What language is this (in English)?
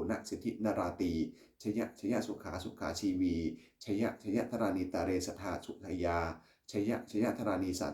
Pali